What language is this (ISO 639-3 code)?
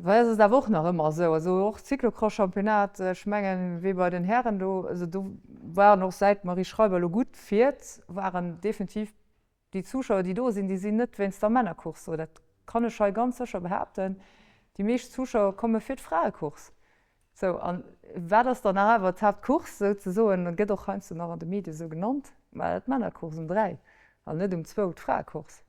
ltz